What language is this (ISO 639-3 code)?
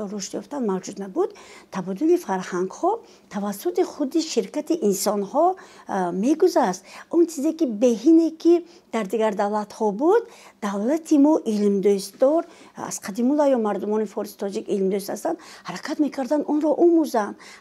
tgk